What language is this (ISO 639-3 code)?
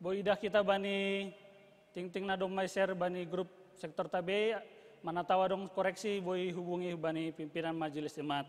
bts